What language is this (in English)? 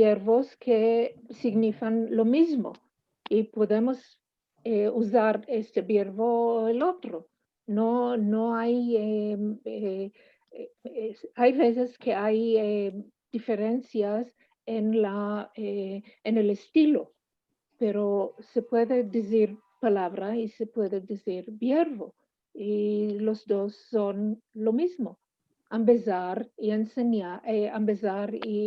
Ladino